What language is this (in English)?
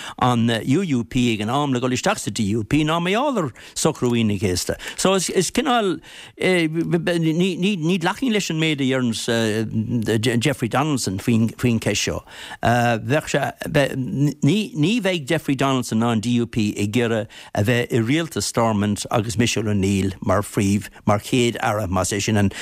Irish